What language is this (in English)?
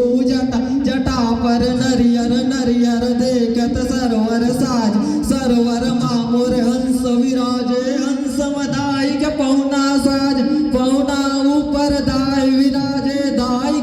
Chhattisgarhi